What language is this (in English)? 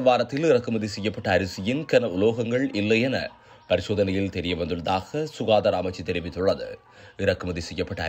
Tamil